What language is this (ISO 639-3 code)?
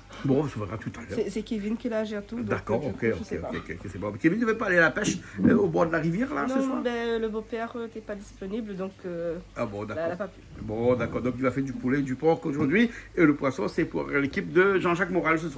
rcf